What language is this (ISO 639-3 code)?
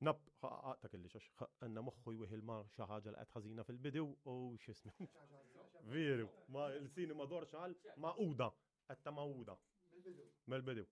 mlt